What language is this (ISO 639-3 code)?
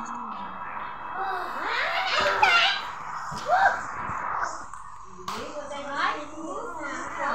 msa